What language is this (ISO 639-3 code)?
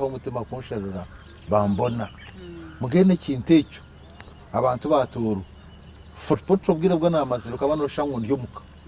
nyn